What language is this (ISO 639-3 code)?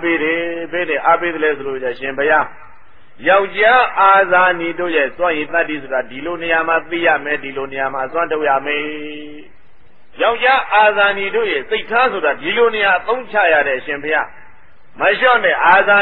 mya